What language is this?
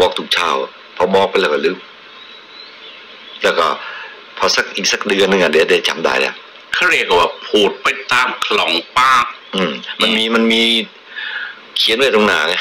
Thai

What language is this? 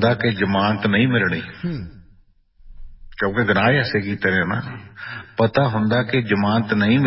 Punjabi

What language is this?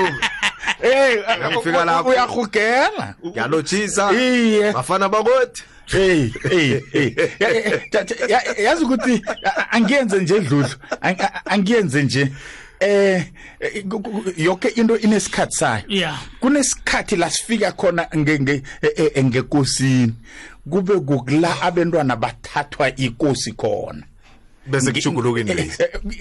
South Ndebele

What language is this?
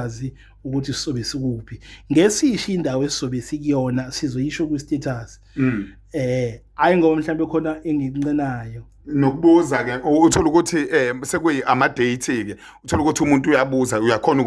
Zulu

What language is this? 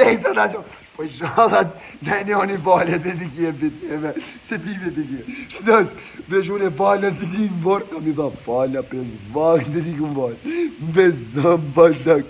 Albanian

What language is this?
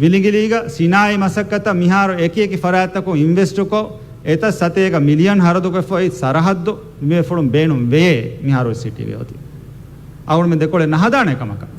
Divehi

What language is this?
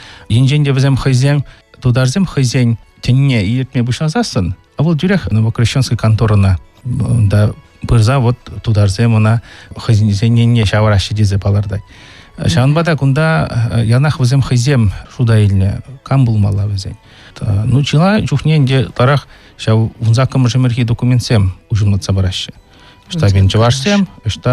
Chuvash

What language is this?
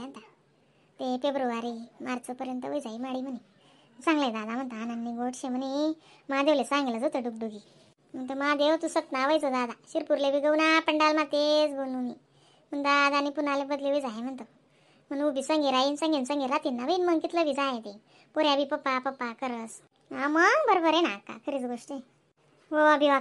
Khandesi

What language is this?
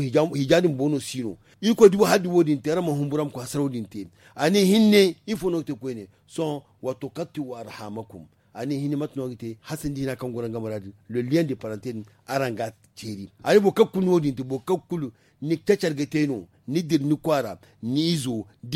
Zarma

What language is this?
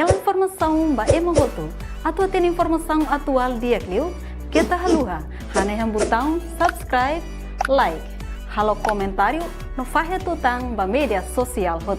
Tetum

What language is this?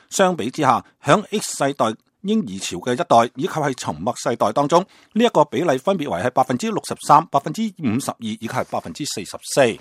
Cantonese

